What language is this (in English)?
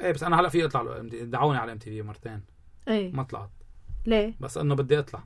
North Levantine Arabic